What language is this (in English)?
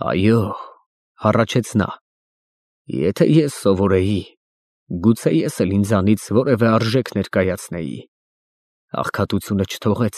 Armenian